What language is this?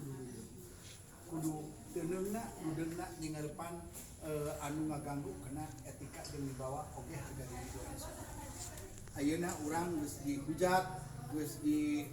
Sundanese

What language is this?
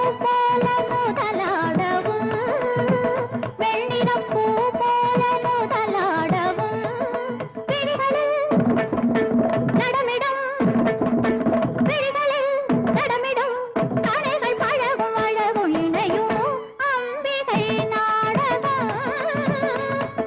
Tamil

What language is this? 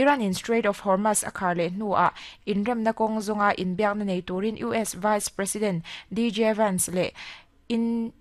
Mizo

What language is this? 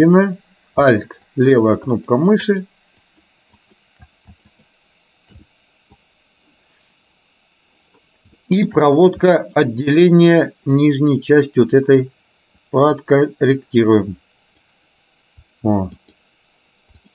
Russian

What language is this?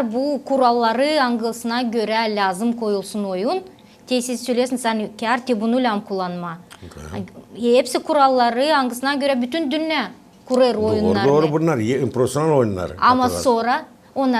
Gagauz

